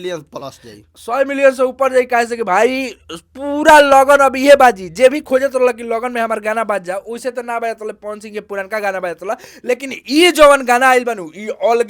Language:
Bhojpuri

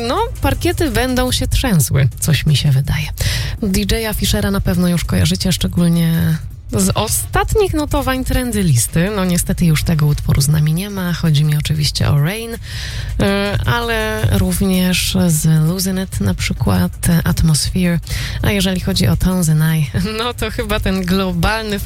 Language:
Polish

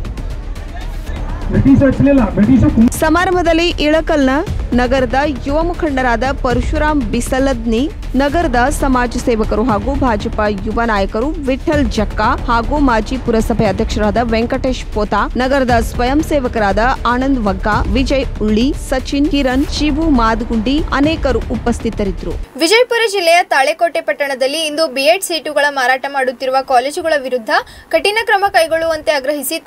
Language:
Kannada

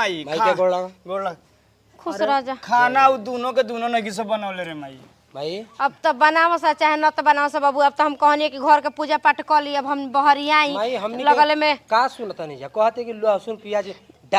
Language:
Bhojpuri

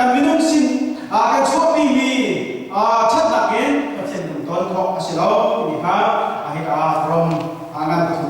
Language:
Hakha Chin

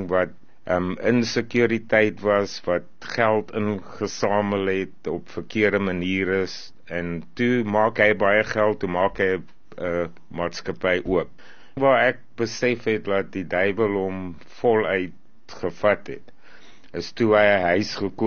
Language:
Afrikaans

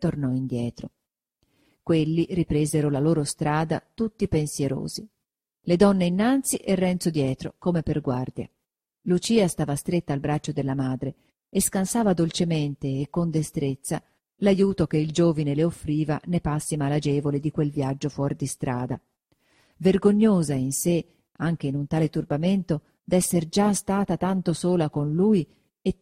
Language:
Italian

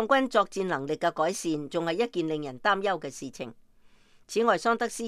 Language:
Cantonese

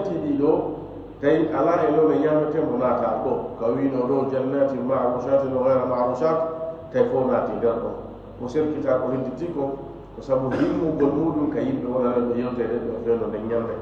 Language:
Fula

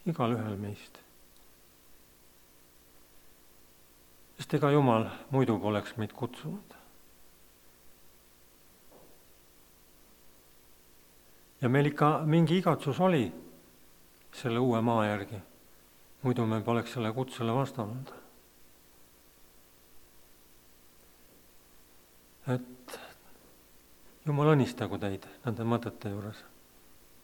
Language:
Estonian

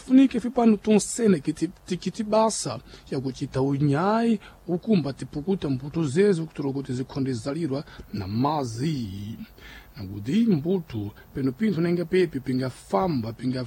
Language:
Sena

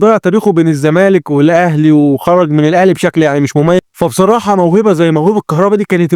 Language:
Egyptian Arabic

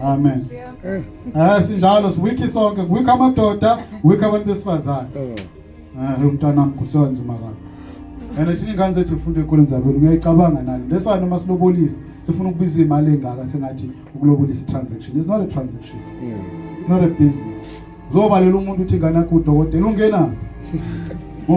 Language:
Zulu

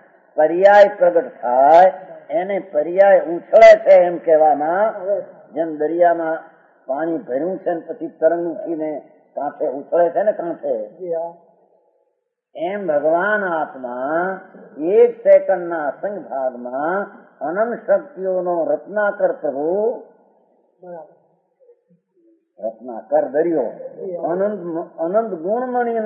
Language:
Gujarati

